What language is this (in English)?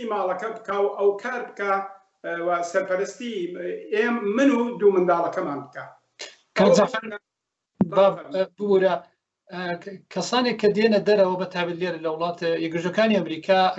Central Kurdish